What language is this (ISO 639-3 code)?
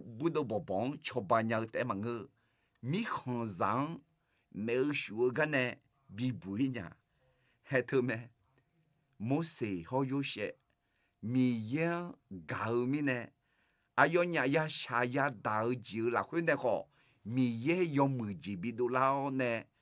ahk